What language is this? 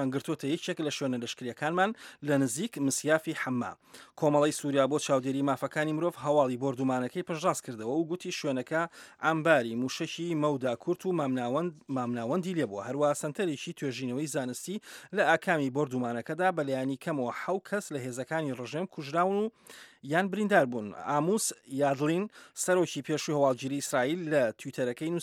Central Kurdish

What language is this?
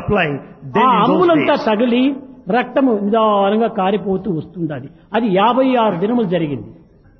Telugu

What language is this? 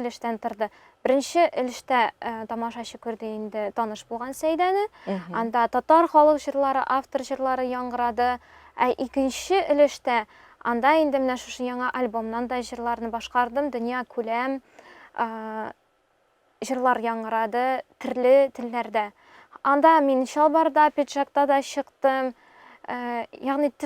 Tatar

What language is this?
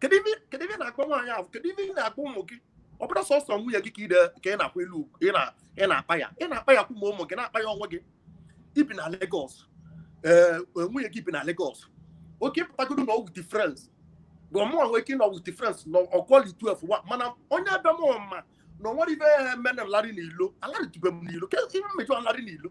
Igbo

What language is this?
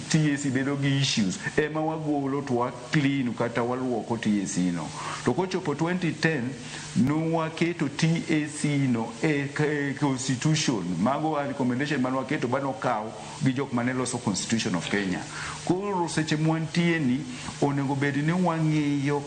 Luo (Kenya and Tanzania)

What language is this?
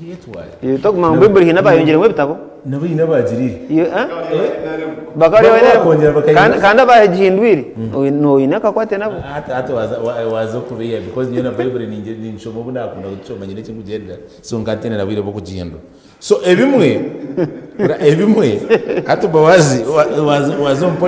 Nyankole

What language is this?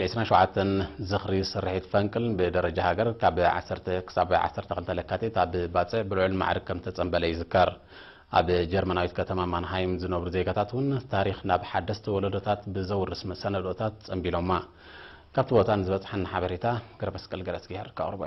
Tigrinya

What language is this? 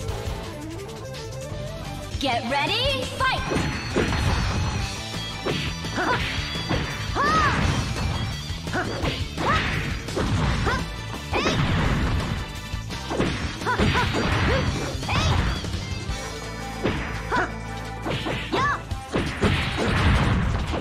Japanese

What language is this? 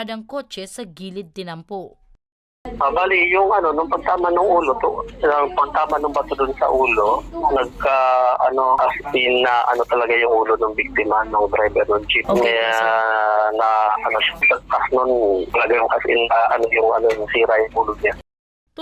Bikol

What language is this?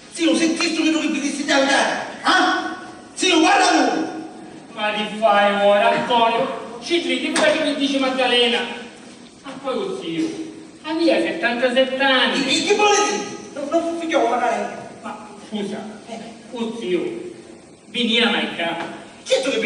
Sicilian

